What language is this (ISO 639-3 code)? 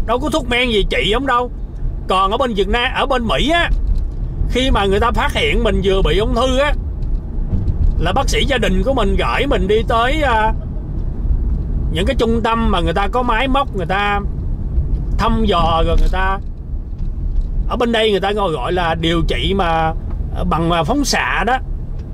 vie